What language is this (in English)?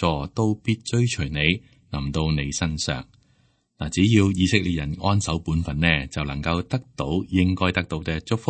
Cantonese